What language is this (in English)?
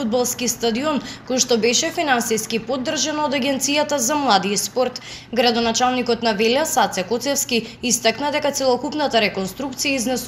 Macedonian